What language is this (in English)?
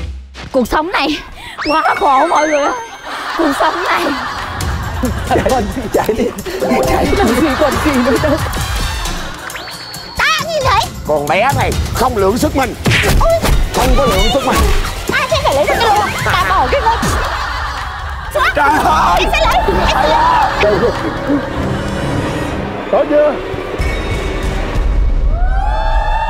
Vietnamese